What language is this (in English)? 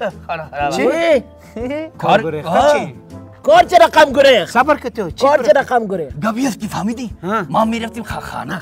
Persian